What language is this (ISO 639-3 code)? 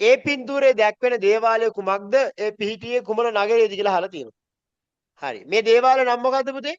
sin